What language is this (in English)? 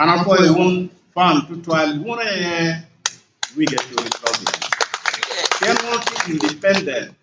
Acoli